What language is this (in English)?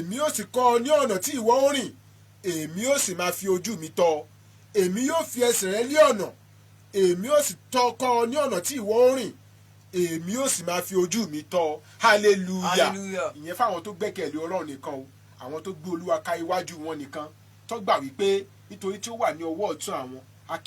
Yoruba